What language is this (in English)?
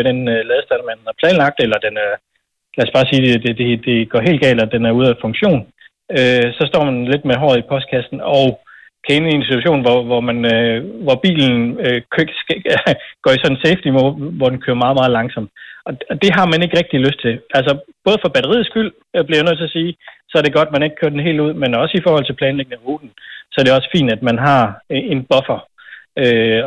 Danish